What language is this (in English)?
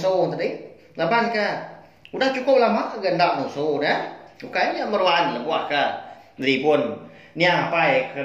Iban